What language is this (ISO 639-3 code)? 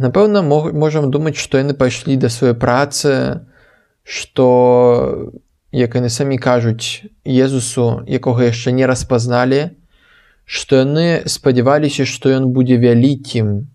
bel